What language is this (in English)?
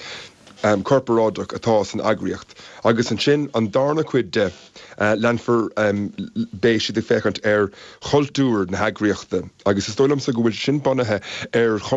Irish